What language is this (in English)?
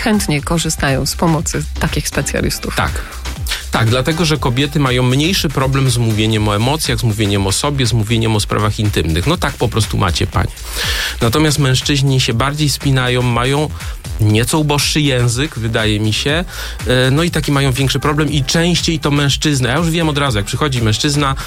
Polish